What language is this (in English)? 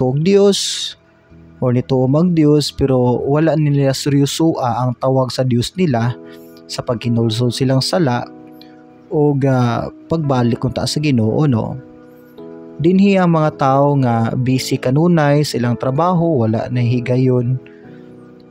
Cebuano